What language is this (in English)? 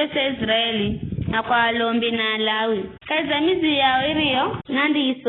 Giryama